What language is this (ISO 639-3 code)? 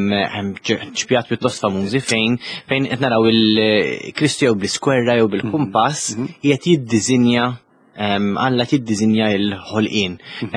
mlt